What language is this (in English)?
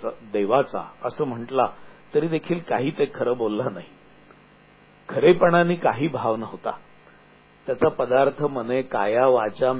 Marathi